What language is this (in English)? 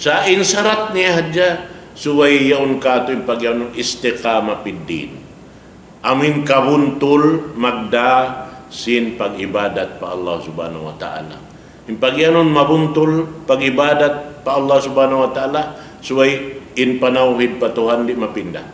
Tausug